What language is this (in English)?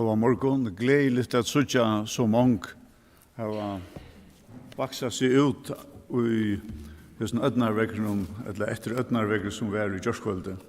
Faroese